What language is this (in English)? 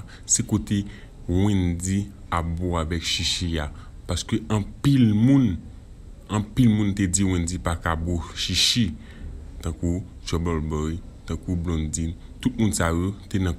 Haitian Creole